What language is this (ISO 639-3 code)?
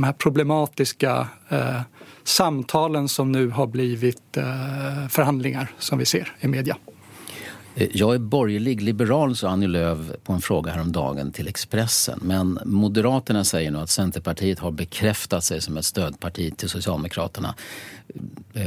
swe